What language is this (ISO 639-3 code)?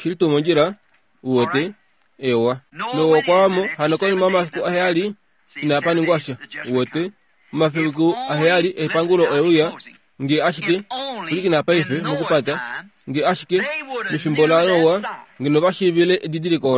kua